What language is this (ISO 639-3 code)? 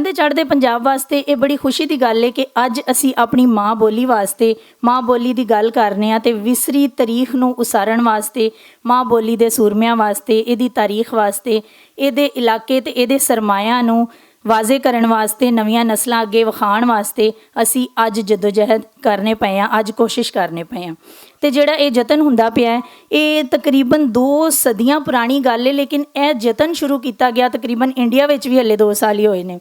lah